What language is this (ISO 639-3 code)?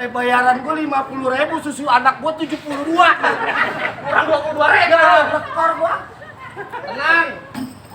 bew